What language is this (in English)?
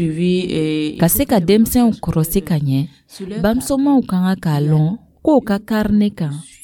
Dyula